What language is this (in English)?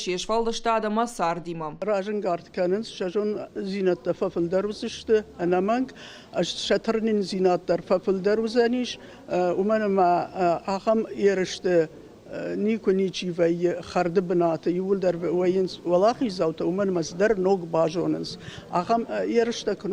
Ossetic